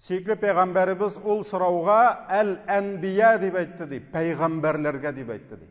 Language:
Tatar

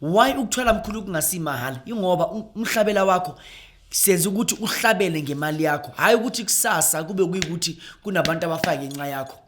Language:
Zulu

